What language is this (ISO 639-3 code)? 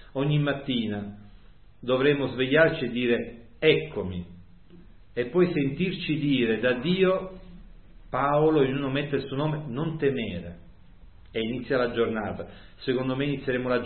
ita